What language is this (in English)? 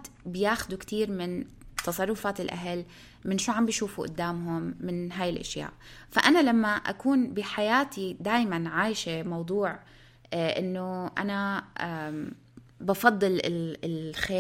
North Levantine Arabic